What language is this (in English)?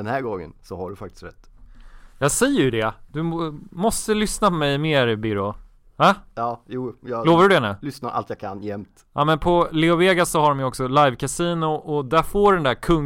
Swedish